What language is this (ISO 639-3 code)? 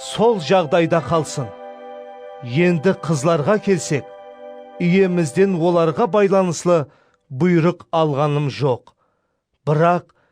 kaa